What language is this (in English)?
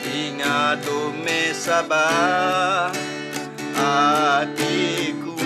Iban